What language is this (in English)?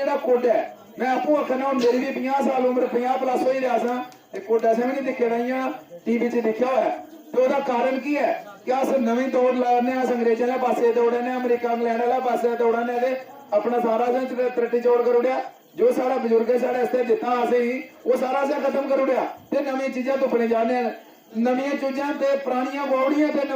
Dogri